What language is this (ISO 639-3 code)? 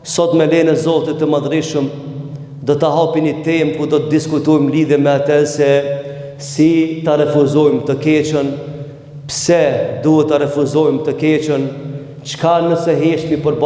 sqi